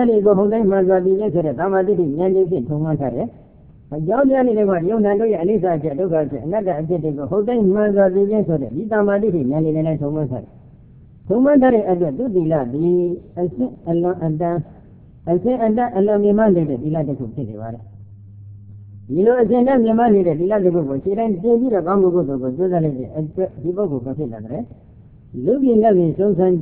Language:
Burmese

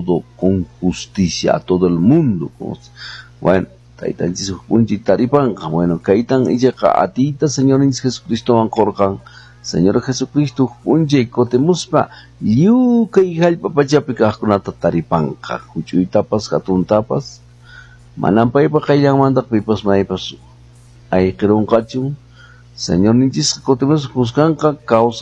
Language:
Quechua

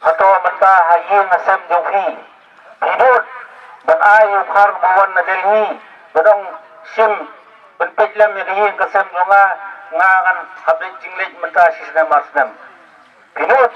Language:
Khasi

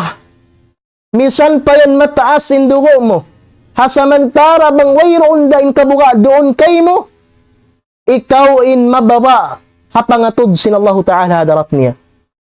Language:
Tausug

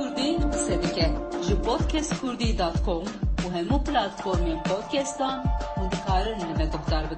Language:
Kurdish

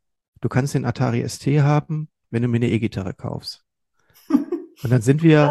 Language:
German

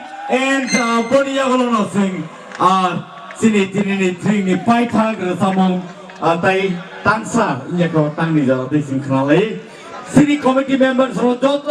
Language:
Kok Borok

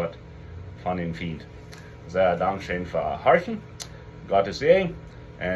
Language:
Plautdietsch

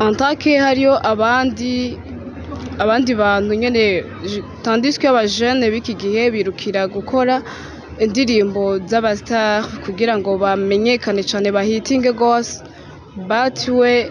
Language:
Rundi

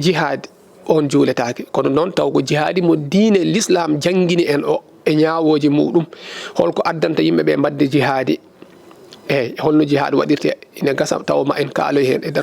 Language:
Fula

